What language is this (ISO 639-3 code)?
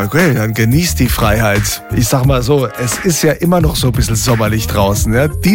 deu